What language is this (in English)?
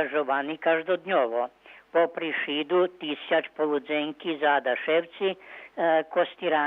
Rusyn